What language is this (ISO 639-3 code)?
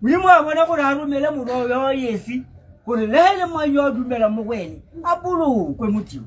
tsn